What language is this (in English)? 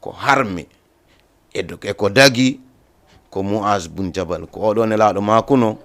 Fula